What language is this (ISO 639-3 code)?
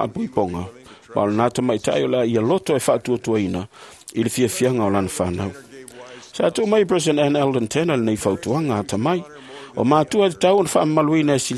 smo